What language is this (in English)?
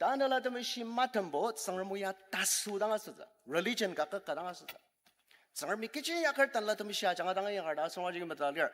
Ao Naga